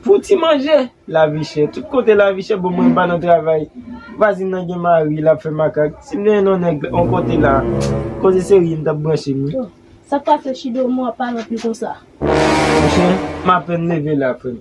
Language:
Haitian Creole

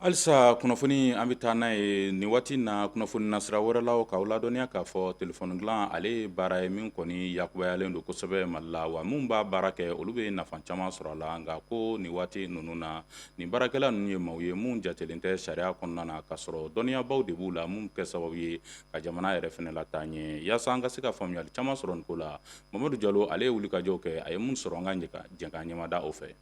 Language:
Bambara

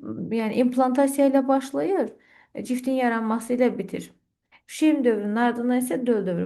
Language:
Azerbaijani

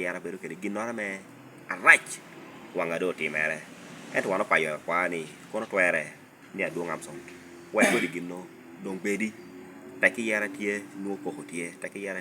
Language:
Lango (Uganda)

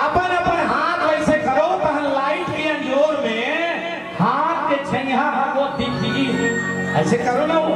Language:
Chhattisgarhi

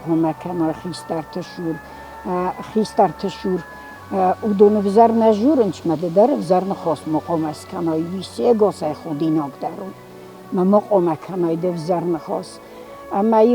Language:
Ossetic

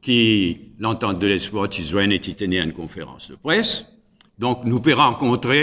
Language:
Morisyen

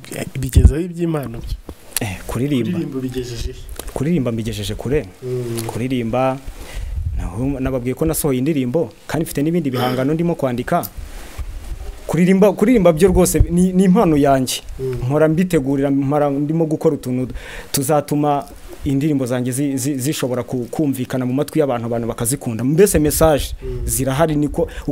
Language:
Kinyarwanda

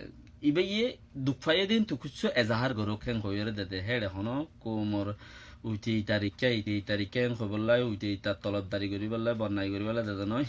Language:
Rohingya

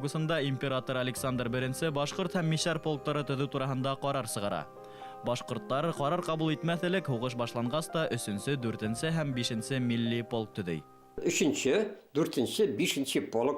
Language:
Bashkir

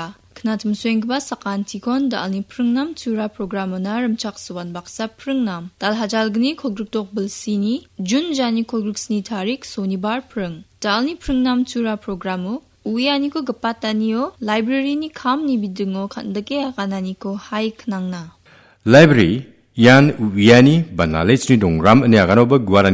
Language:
Garo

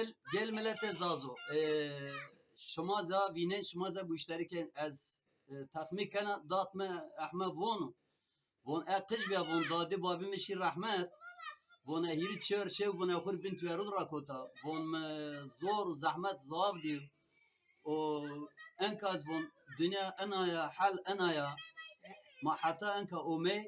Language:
Zaza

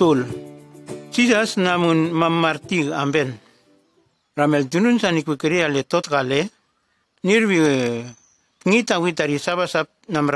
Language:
Nume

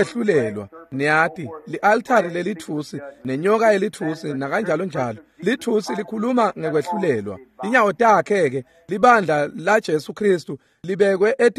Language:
Swati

